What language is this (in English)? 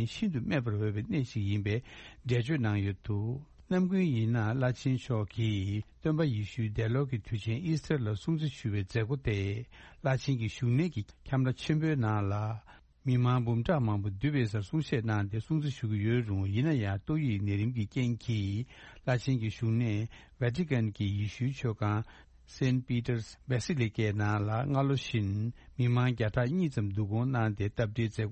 Tibetan